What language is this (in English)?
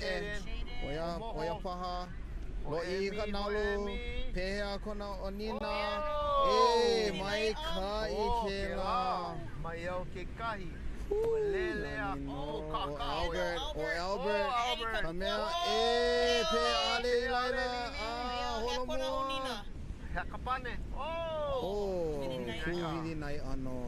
Hawaiian